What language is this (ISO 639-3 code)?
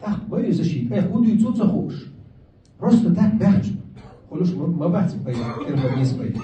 che